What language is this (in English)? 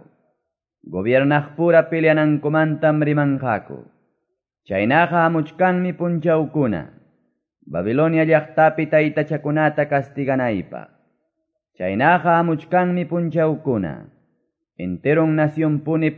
Quechua